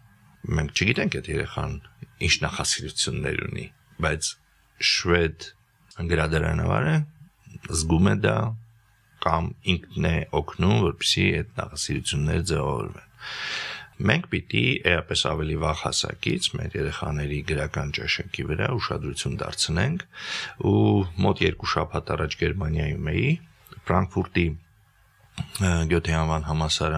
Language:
Armenian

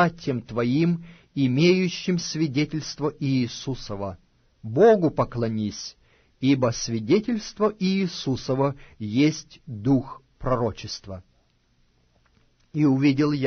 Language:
Russian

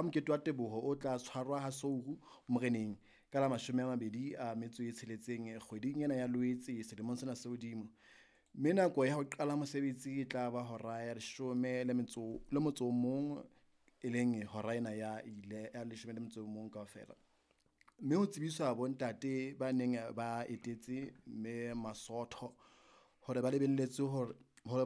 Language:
Southern Sotho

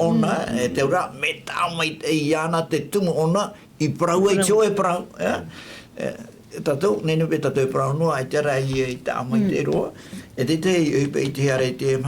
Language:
Tahitian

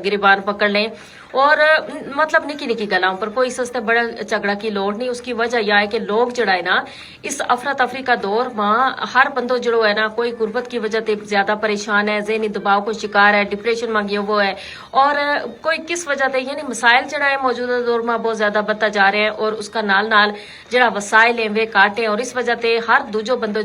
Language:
Gujari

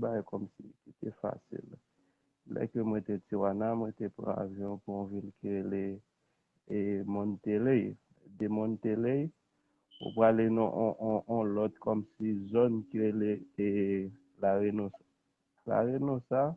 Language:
Haitian Creole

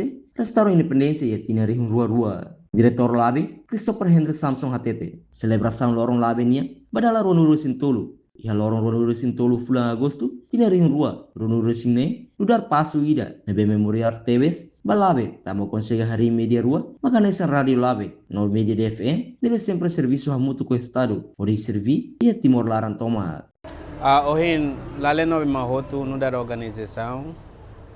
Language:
Tetum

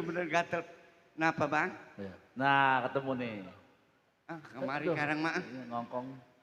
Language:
Betawi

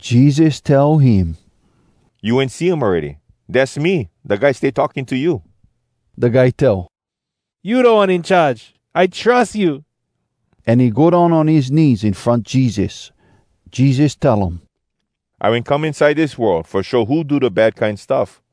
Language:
Hawai'i Creole English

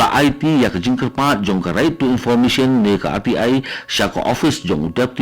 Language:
Khasi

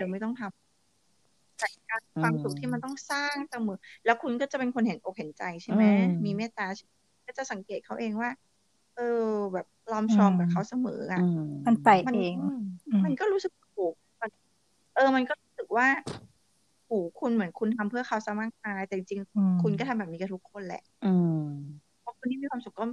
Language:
Thai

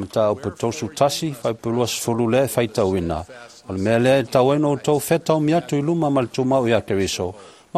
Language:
Samoan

